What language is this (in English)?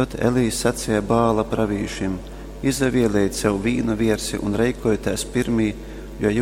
Latgalian